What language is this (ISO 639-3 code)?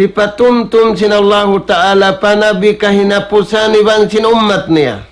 tsg